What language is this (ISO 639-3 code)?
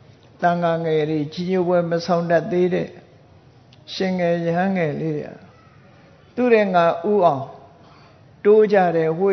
mya